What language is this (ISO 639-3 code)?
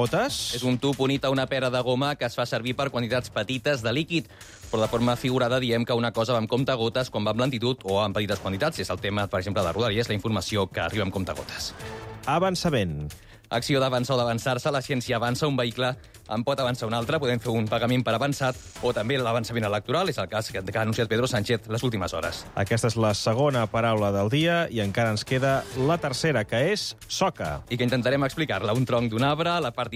cat